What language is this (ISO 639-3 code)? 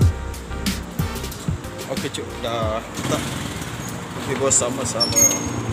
msa